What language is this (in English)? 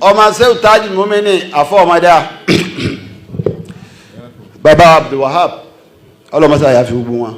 Yoruba